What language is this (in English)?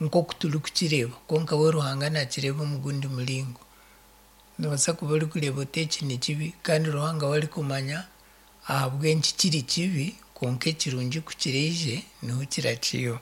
Nyankole